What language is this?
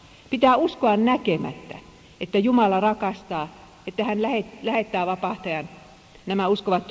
Finnish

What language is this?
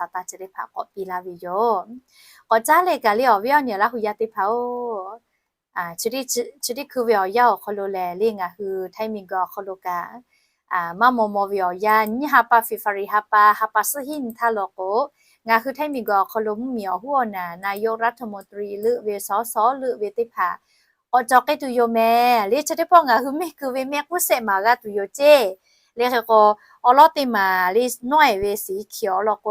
Lahu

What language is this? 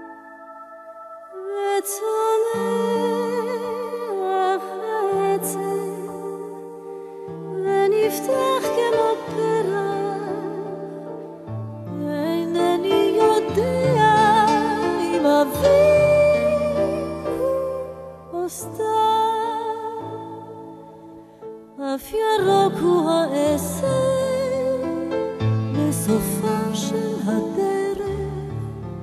Hebrew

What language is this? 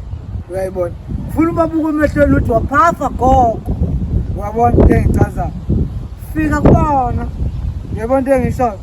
Zulu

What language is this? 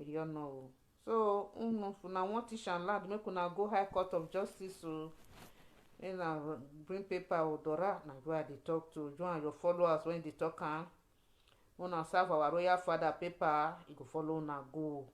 Nigerian Pidgin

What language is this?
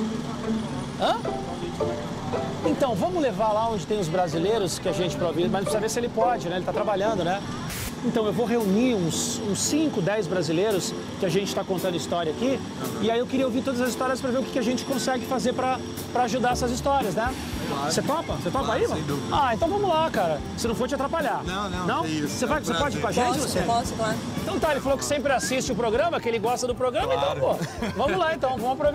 Portuguese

